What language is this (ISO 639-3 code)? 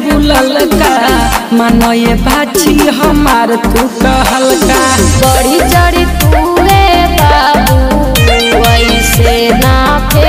bho